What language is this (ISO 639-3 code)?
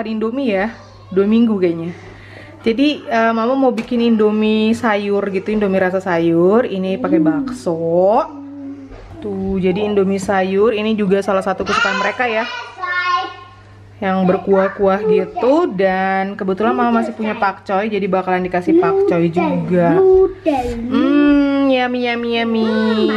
ind